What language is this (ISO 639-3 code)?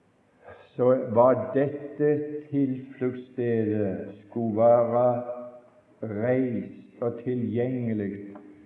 nor